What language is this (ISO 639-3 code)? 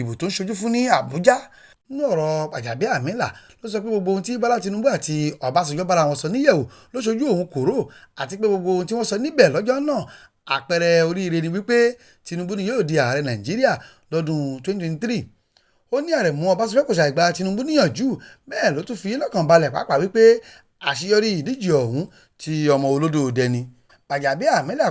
yor